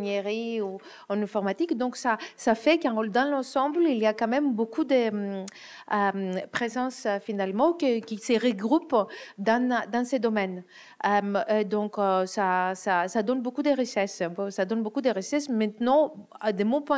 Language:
French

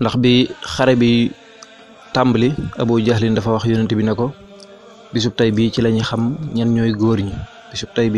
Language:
Wolof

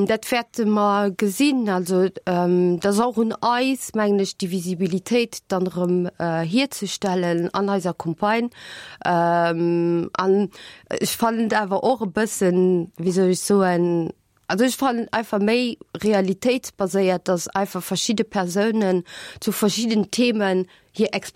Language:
Luxembourgish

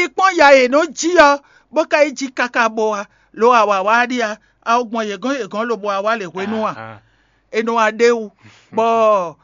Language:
Fon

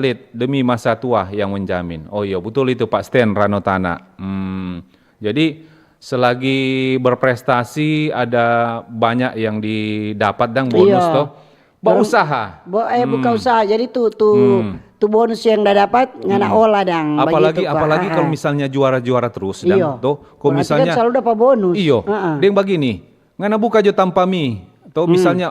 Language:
Manado Malay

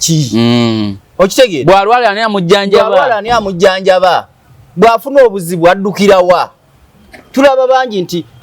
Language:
Ganda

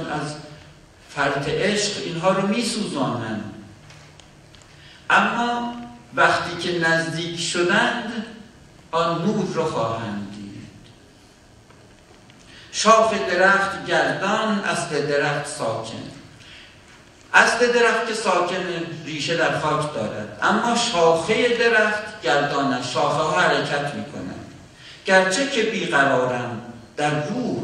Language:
Persian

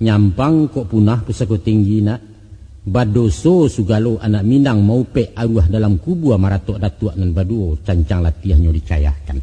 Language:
Minangkabau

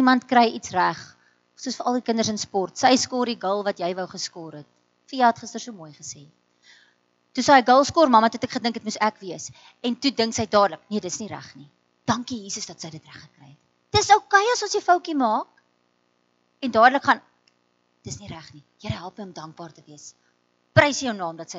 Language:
Afrikaans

